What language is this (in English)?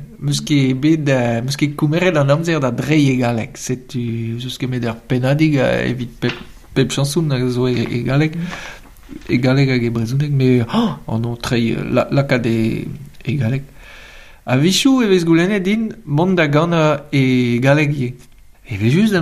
Breton